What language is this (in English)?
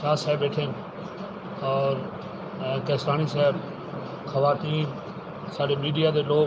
Saraiki